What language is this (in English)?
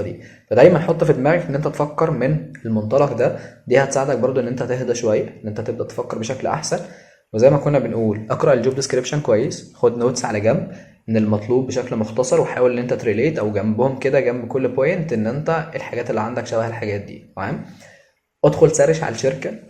Egyptian Arabic